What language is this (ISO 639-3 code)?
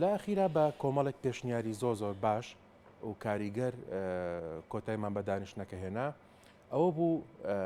ckb